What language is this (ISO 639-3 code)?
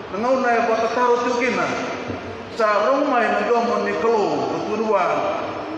fij